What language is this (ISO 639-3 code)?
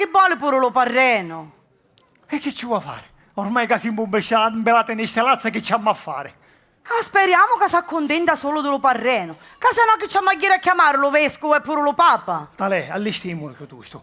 scn